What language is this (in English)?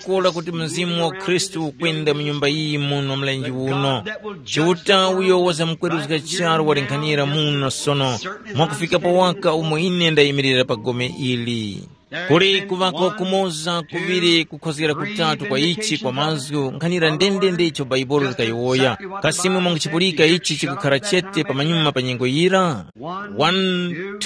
Tumbuka